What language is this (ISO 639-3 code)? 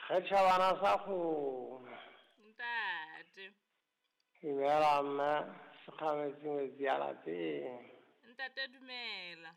sot